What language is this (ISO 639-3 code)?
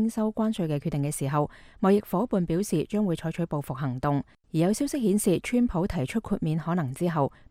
yue